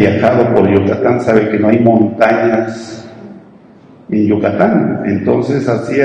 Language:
Spanish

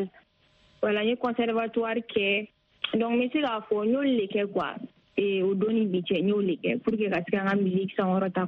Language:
Bambara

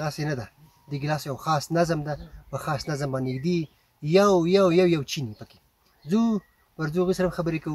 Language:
Pashto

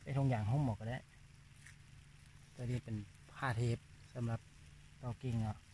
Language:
Lao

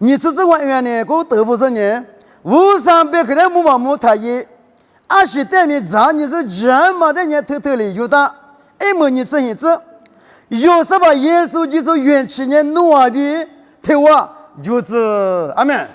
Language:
Lisu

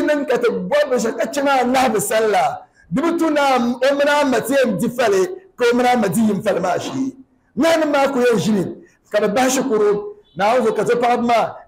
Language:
Dagbani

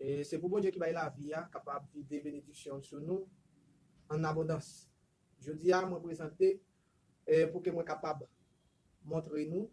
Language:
Haitian Creole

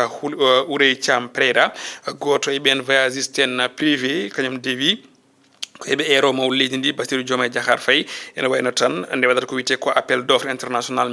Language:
Fula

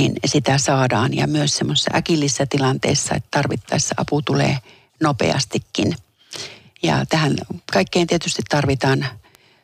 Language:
Finnish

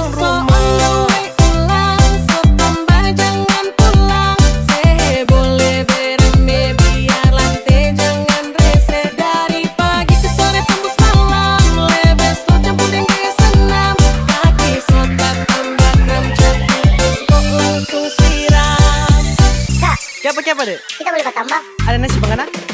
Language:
Indonesian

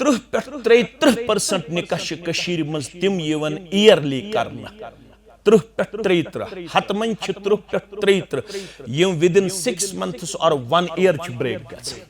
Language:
Kashmiri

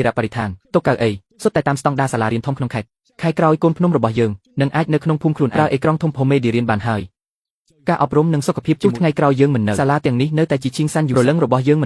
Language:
Khmer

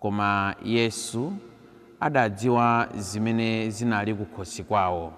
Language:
Nyanja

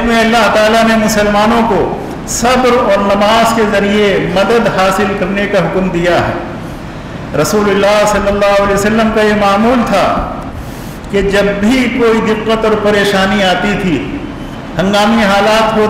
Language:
Urdu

